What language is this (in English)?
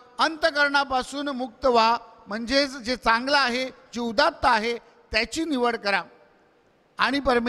Marathi